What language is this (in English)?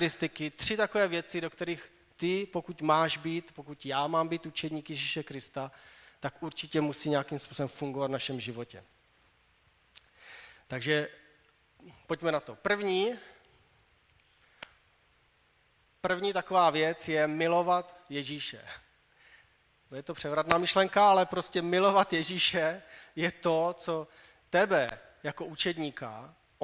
Czech